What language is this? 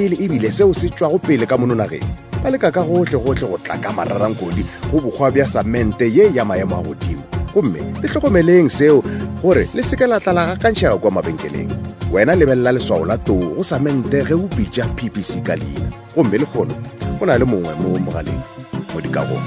Northern Sotho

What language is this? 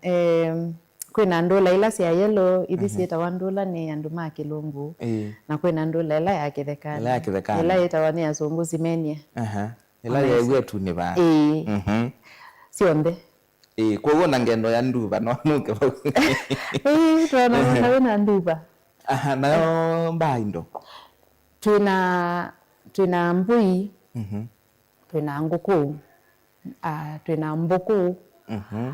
Kamba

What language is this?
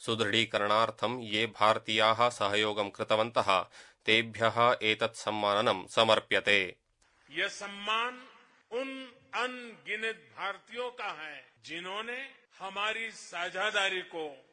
Sanskrit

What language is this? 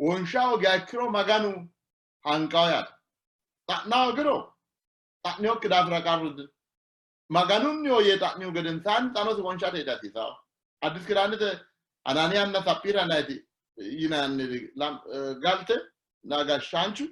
Sidamo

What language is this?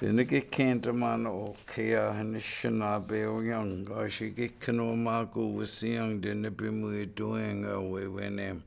Chippewa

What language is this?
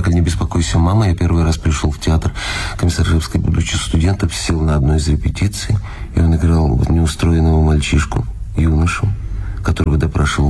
Russian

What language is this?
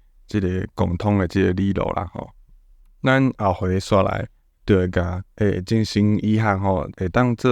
Min Nan Chinese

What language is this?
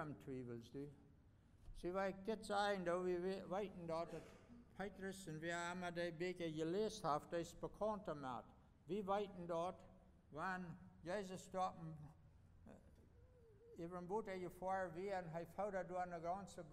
Plautdietsch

